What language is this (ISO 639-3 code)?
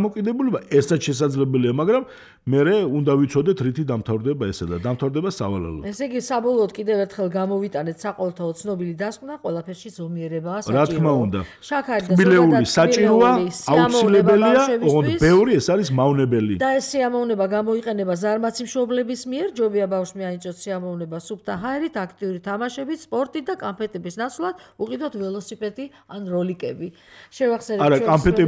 kat